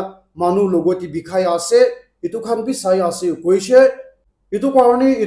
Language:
Naga Pidgin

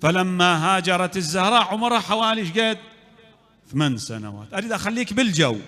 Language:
Mesopotamian Arabic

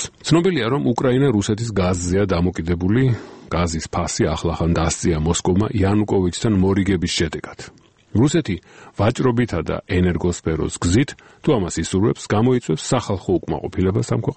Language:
Georgian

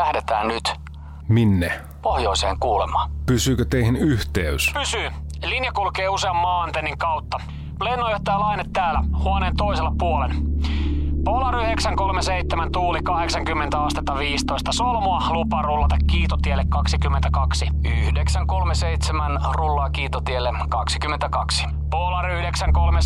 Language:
Finnish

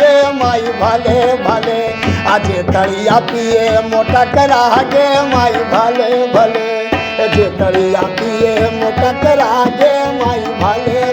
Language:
Magahi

